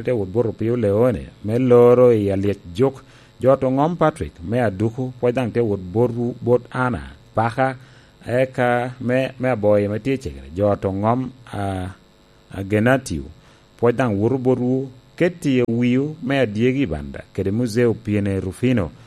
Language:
Lango (Uganda)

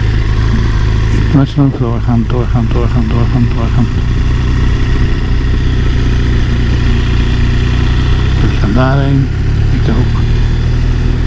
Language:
Dutch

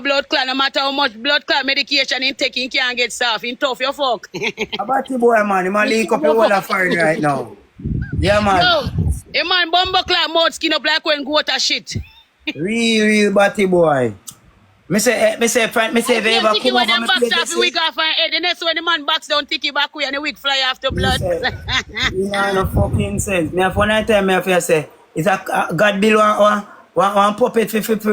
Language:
Jamaican Creole English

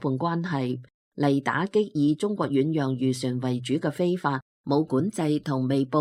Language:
Cantonese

